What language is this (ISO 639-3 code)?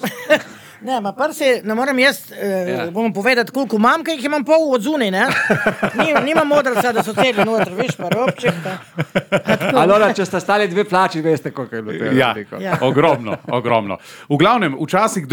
slv